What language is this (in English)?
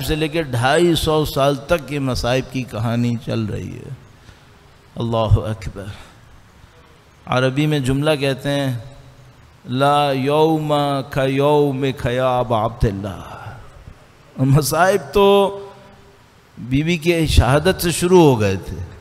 Urdu